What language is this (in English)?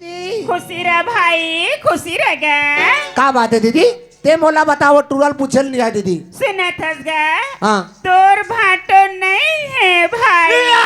Chhattisgarhi